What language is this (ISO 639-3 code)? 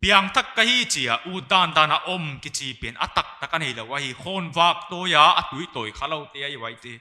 pck